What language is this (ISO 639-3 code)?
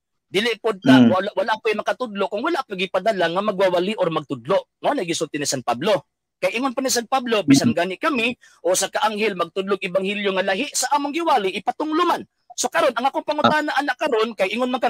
ceb